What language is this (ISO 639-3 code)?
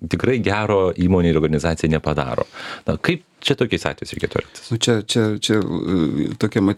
lit